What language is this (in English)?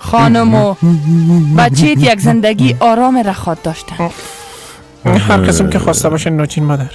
Persian